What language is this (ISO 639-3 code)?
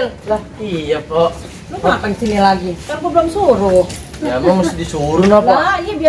bew